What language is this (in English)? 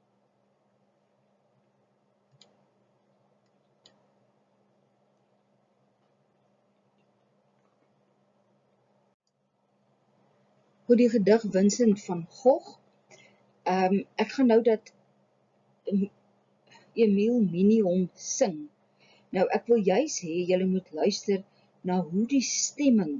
Afrikaans